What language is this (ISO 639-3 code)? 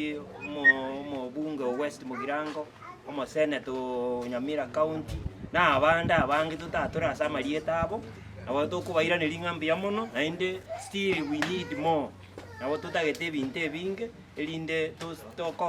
guz